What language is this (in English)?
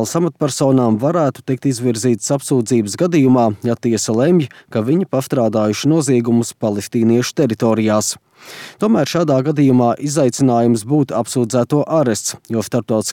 Latvian